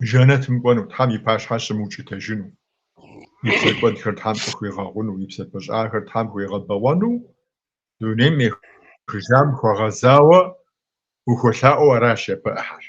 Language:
Kabardian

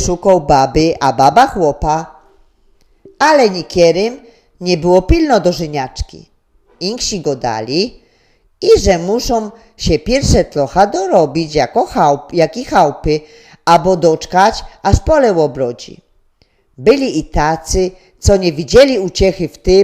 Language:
Silesian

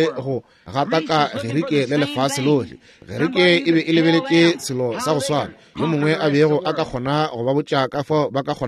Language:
Northern Sotho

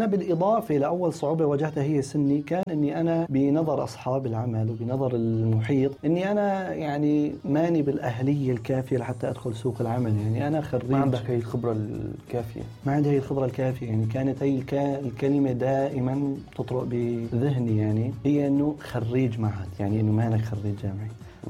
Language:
North Levantine Arabic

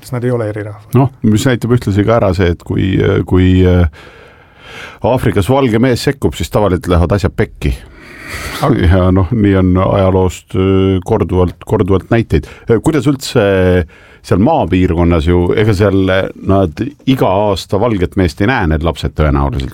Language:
Estonian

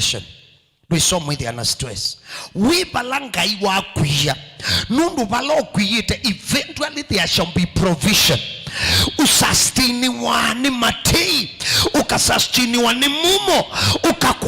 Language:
Kamba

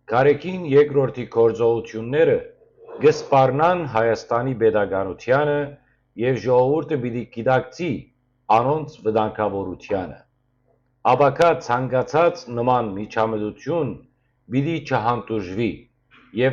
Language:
Western Armenian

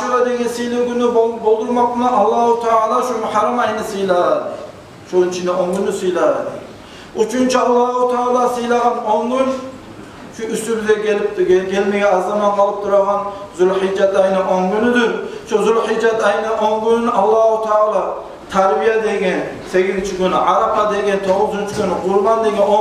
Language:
Kumyk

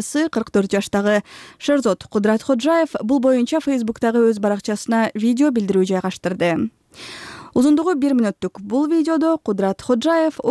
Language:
Kyrgyz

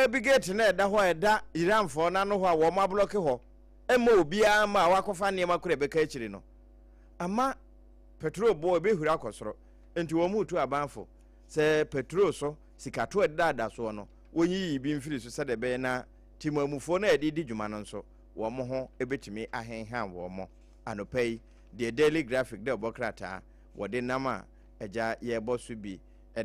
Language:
Akan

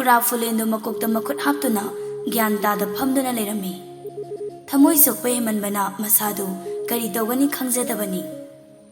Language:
Manipuri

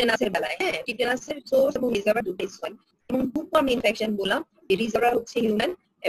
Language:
Bangla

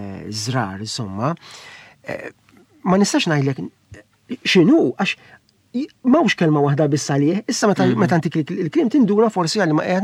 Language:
Maltese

